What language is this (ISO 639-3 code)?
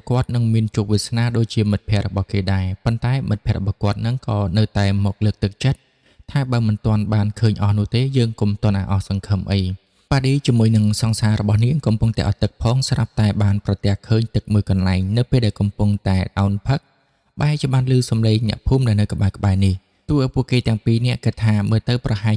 khm